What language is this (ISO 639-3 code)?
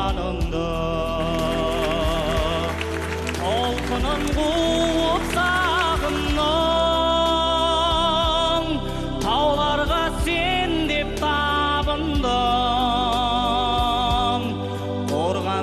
kaz